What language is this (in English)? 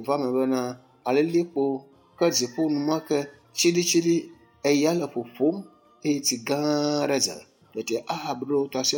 Ewe